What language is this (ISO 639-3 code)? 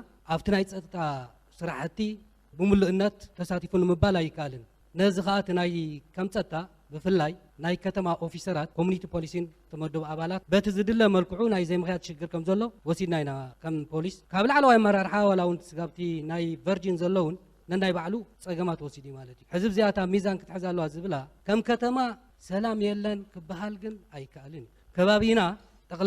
tir